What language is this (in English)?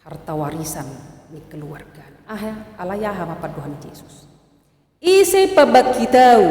Batak Toba